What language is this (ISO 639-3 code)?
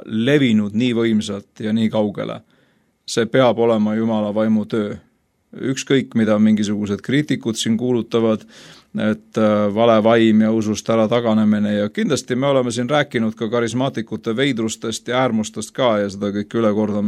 est